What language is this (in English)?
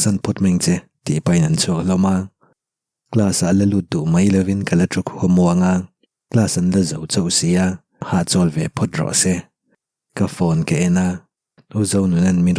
Mizo